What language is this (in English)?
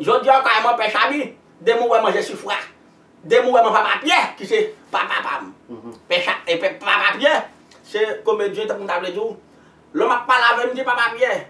Haitian Creole